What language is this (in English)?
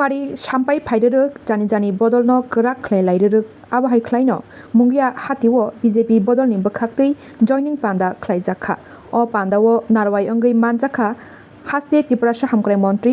Kok Borok